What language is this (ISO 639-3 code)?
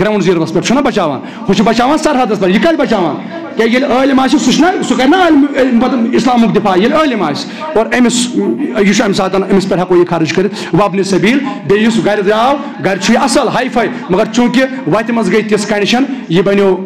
kas